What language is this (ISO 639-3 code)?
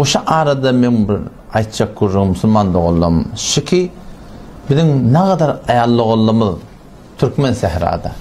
tuk